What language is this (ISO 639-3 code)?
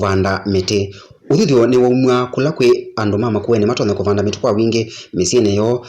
kam